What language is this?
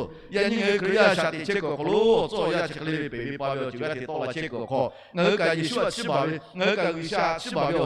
Lahu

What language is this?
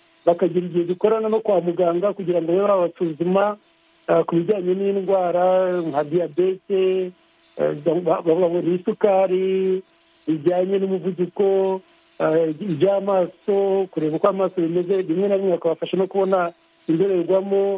Kinyarwanda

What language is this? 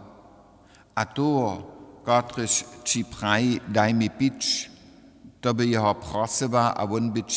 Upper Sorbian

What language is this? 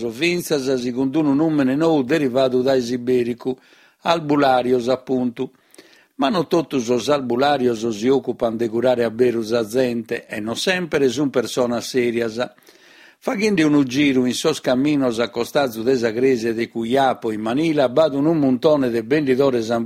Sardinian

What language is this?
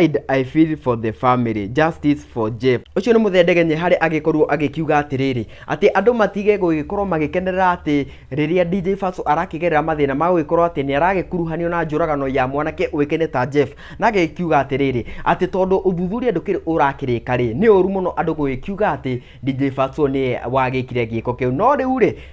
Kikuyu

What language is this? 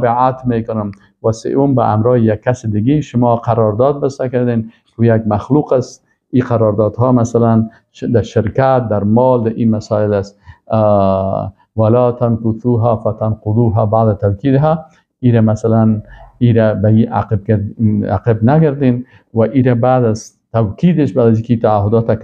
Persian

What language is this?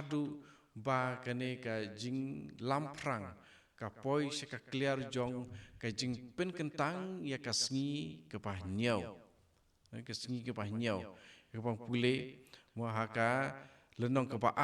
Khasi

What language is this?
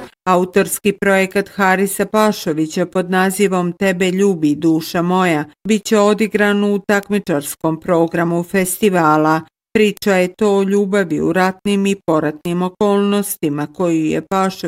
Bosnian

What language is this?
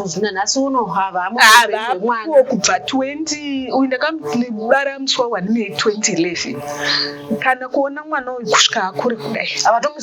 Shona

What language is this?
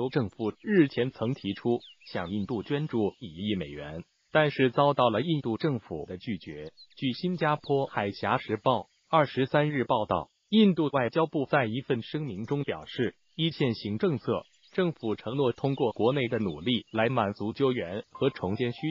Chinese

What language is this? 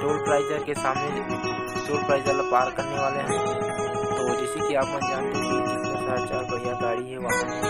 Chhattisgarhi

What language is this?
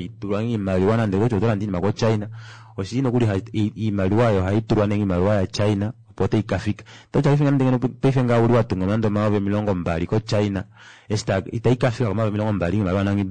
Kuanyama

